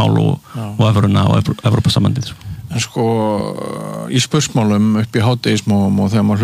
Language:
Icelandic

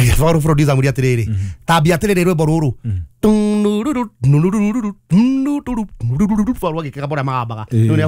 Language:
Kikuyu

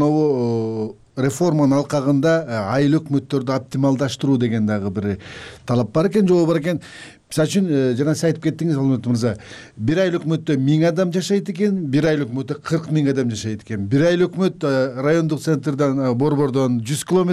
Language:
Kyrgyz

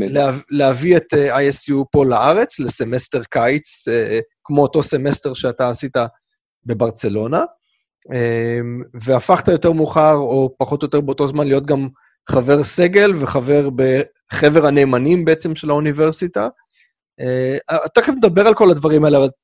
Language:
Hebrew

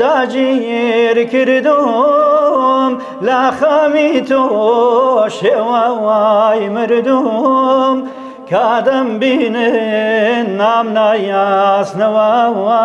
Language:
Central Kurdish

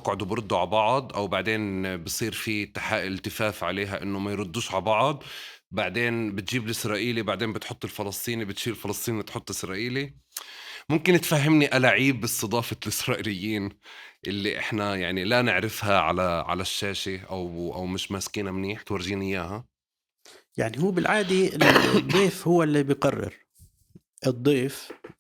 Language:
North Levantine Arabic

